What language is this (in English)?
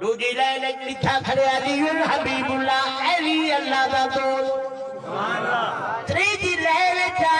Saraiki